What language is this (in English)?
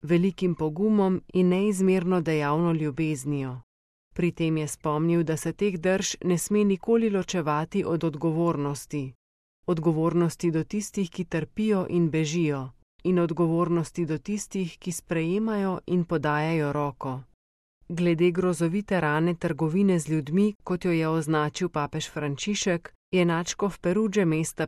Slovenian